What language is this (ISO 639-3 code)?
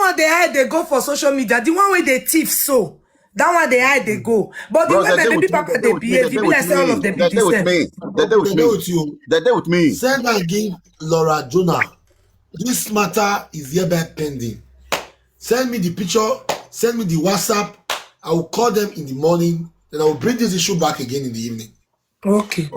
pcm